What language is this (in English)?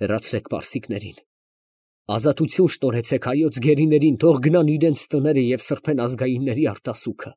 Armenian